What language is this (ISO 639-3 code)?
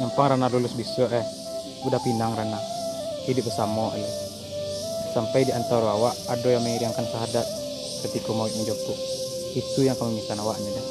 min